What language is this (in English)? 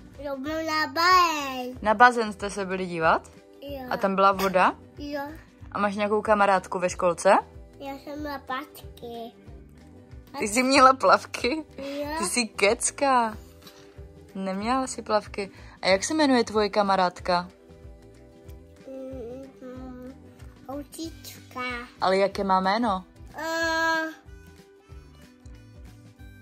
Czech